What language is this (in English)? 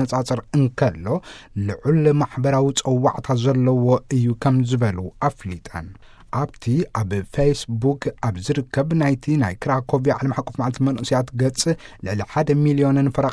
Tigrinya